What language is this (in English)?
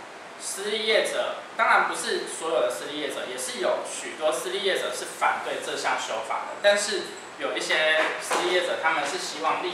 Chinese